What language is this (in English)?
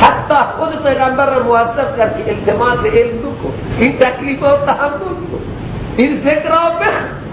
Persian